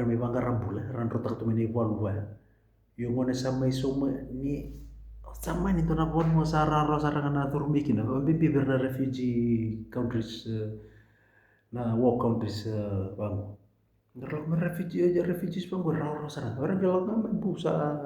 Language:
Fijian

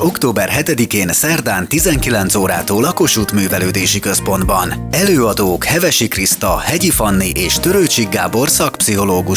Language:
Hungarian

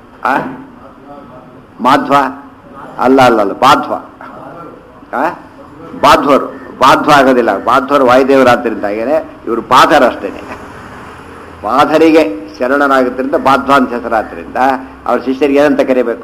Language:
Kannada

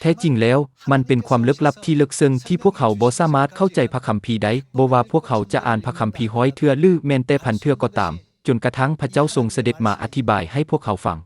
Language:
Lao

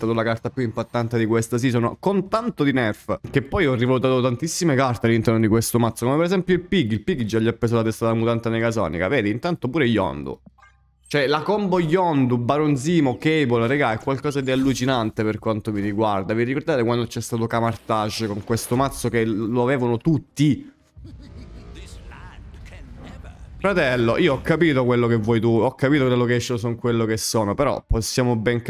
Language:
Italian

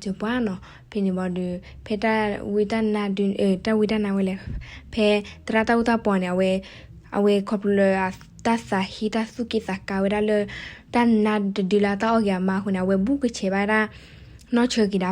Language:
S'gaw Karen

